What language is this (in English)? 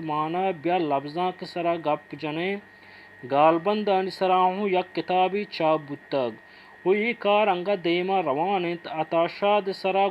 Baluchi